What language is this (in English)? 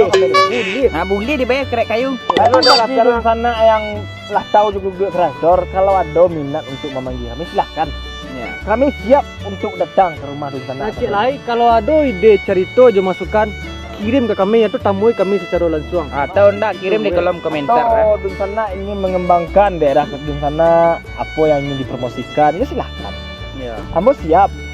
Minangkabau